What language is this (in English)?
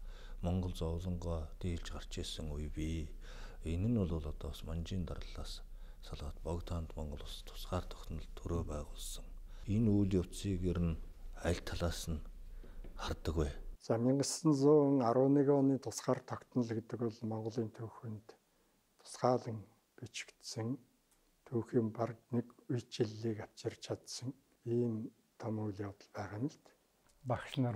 Mongolian